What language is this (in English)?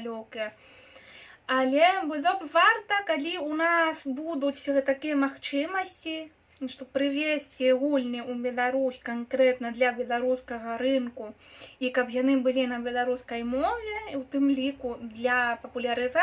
Belarusian